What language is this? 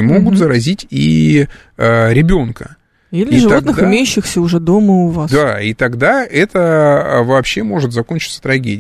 Russian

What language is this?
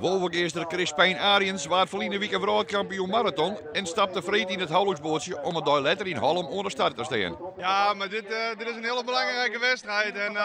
Western Frisian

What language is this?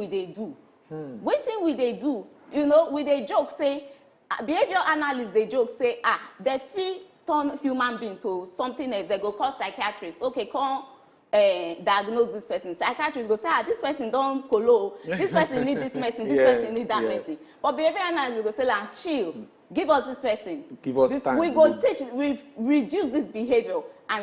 Nigerian Pidgin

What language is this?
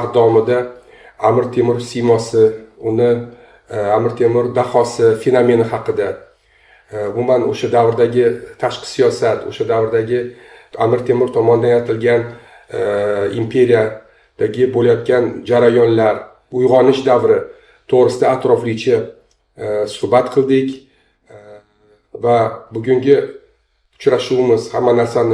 Uzbek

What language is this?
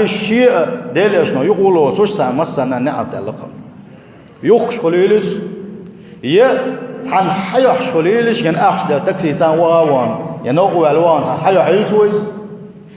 Chechen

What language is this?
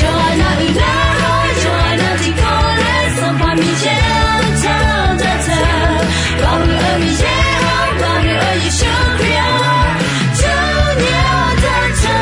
Akha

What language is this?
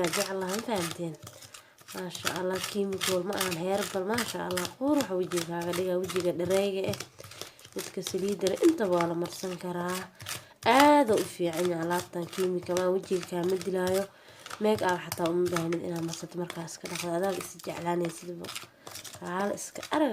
Somali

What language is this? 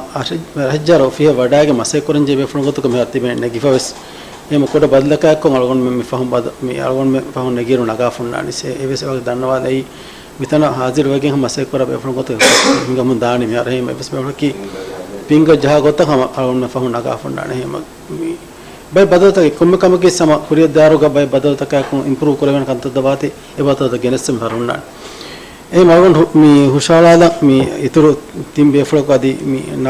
Divehi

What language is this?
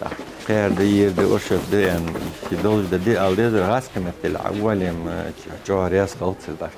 Ingush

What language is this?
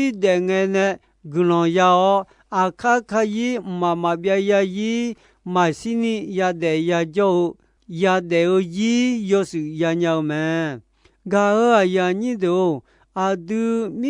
Akha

